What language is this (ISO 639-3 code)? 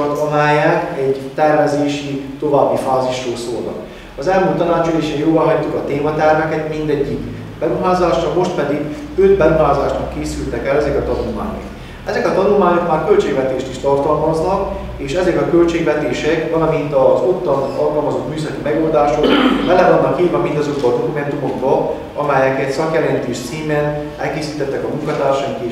hun